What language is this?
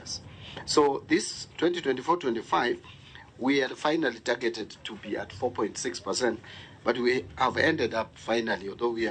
Luo (Kenya and Tanzania)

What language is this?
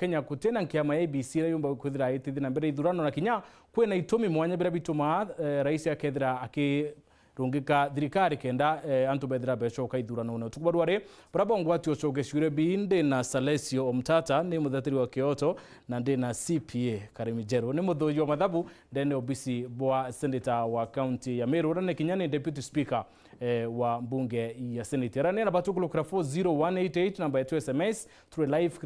Meru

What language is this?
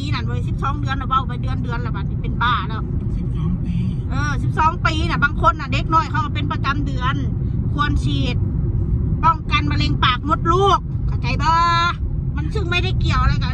Northeastern Thai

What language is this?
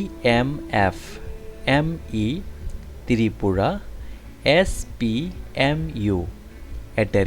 Kok Borok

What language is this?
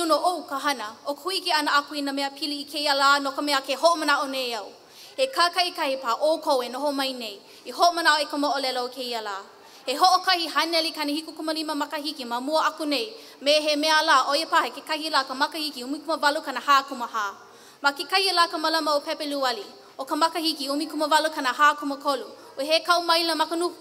Hawaiian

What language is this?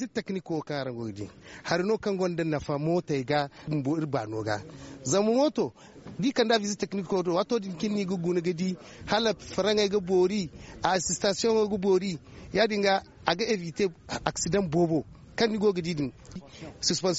Zarma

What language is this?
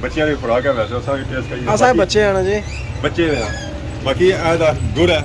Pahari-Potwari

